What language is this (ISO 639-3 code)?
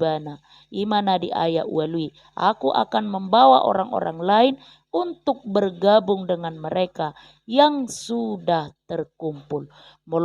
bbc